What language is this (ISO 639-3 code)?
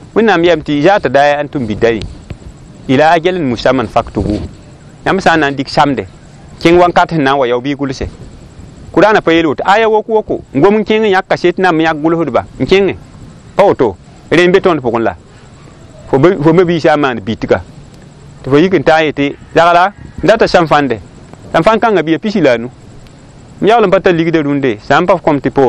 mos